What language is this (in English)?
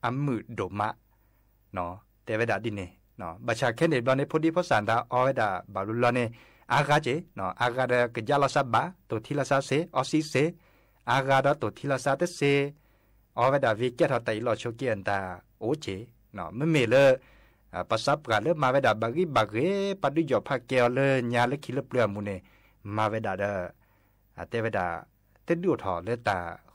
S'gaw Karen